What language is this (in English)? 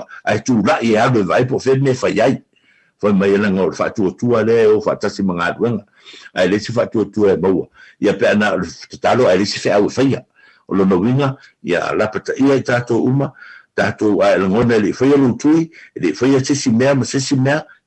Samoan